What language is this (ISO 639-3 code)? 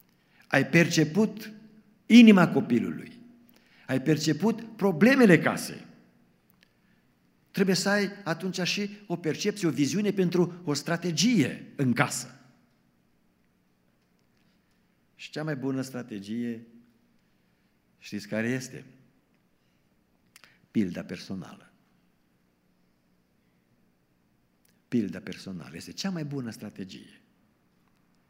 ron